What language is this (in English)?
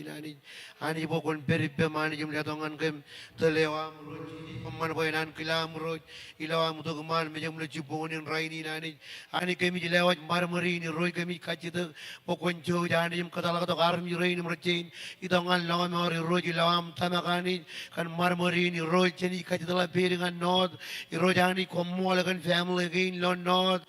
Marshallese